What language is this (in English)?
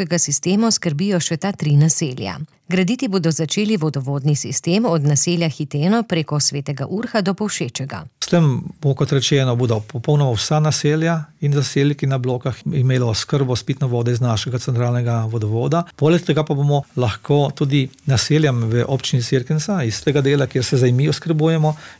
Slovenian